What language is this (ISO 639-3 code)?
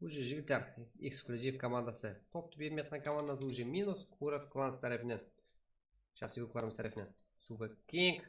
kaa